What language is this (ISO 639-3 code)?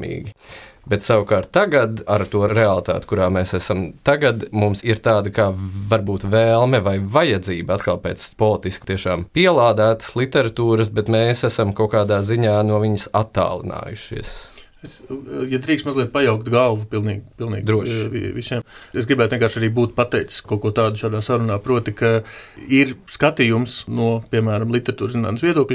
lav